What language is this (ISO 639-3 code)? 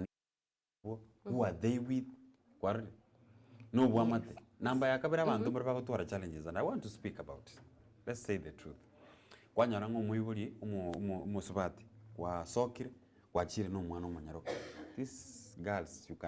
guz